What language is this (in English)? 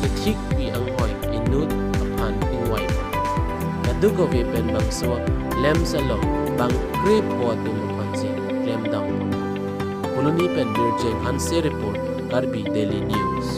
Karbi